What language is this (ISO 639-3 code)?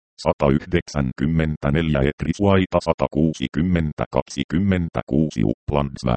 fin